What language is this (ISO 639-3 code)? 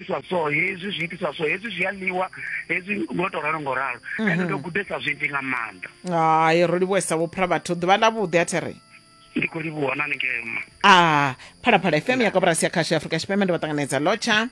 ven